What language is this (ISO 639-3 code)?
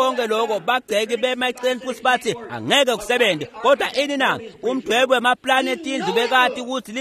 ssw